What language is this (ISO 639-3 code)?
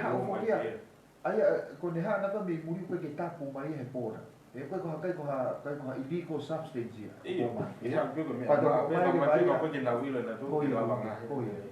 ton